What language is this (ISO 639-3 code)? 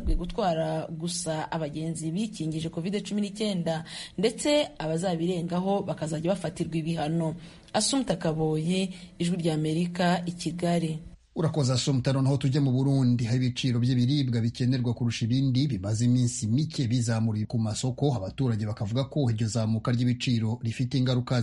kin